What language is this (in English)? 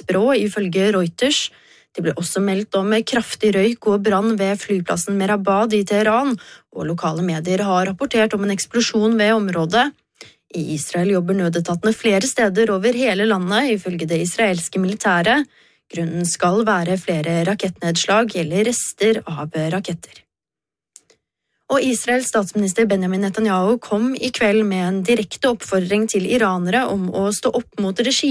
Norwegian